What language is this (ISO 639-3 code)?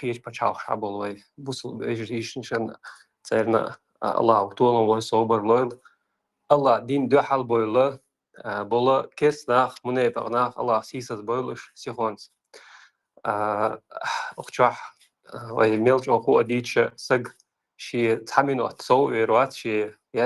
che